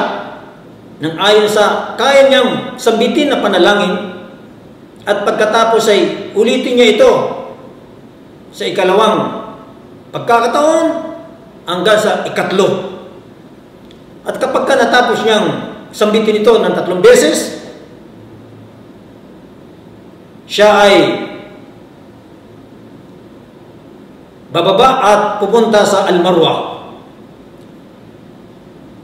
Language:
Filipino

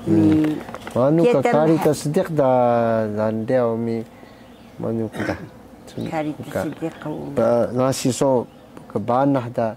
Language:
Taroko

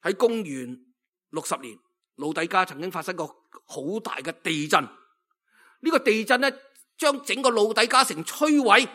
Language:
Cantonese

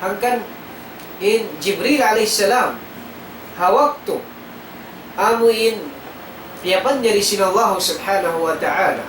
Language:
Tausug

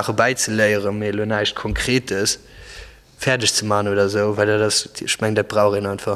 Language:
Luxembourgish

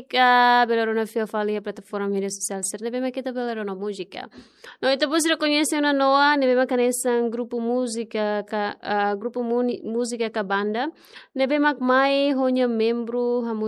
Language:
Tetum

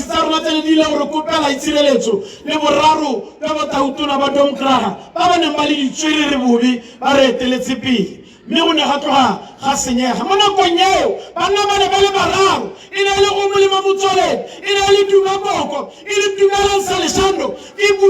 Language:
Tswana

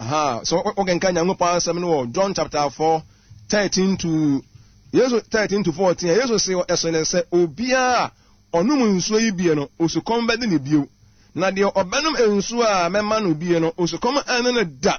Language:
Akan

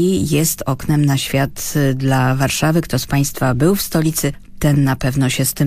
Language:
Polish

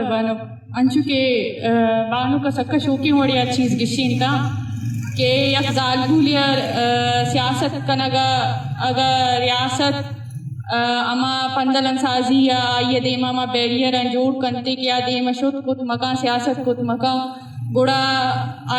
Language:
Eastern Balochi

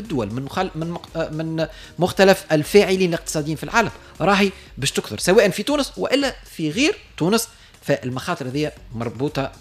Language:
Tunisian Arabic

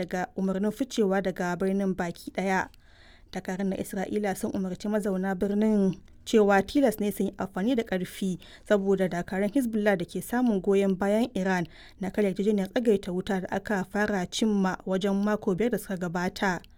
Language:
Hausa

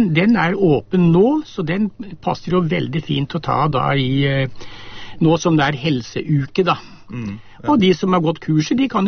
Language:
Norwegian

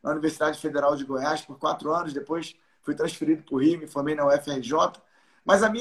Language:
Portuguese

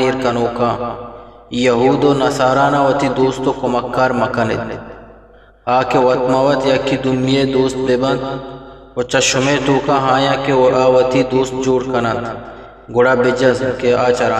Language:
Eastern Balochi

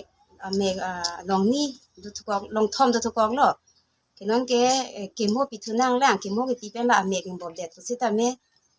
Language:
Karbi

